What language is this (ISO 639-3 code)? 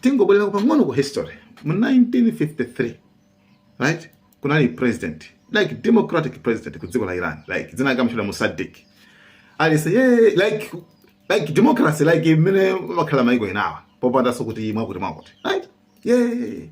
nya